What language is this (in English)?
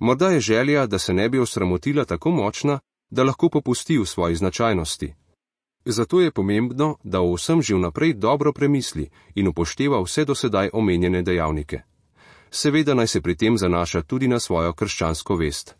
Slovenian